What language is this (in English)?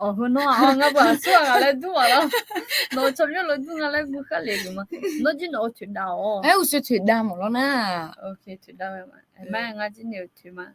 Akha